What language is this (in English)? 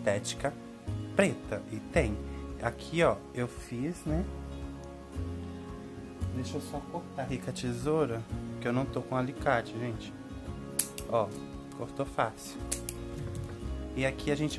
Portuguese